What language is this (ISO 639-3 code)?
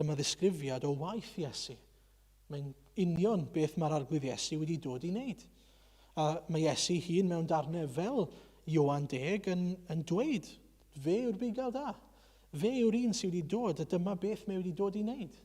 cym